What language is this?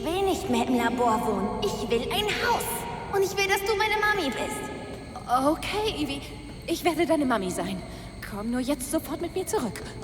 Bavarian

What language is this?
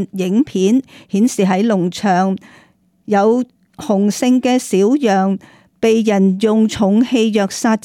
Cantonese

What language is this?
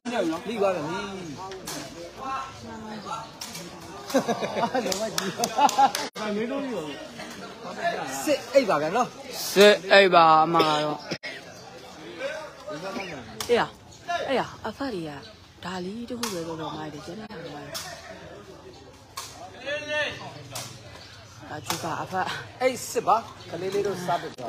Burmese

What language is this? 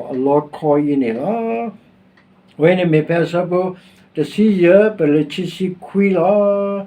S'gaw Karen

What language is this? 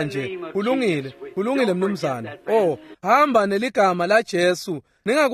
Swati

